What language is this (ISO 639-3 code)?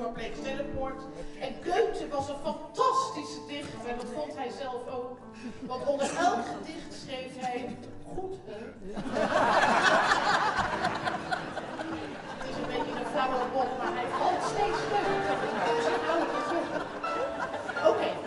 nld